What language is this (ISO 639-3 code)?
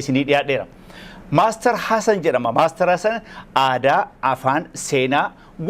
orm